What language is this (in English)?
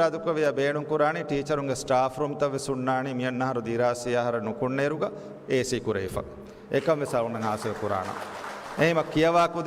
Divehi